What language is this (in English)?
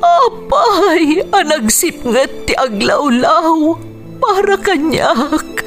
Iloko